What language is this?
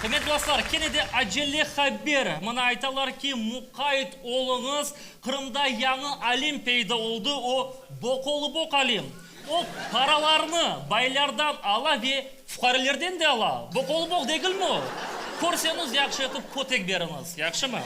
Crimean Tatar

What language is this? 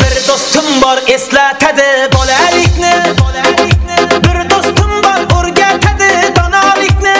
Kara-Kalpak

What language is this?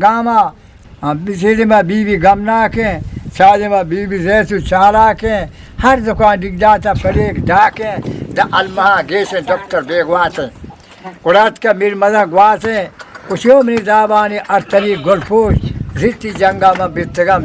Eastern Balochi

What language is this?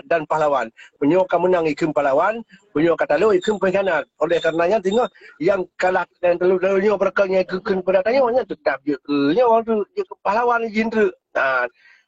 Achinese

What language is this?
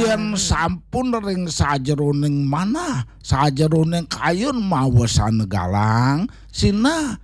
Balinese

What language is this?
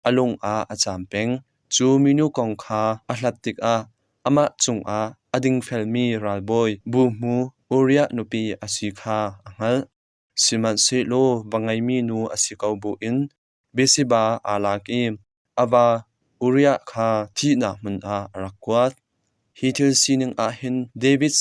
Hakha Chin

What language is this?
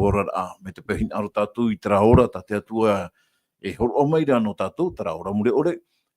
Tahitian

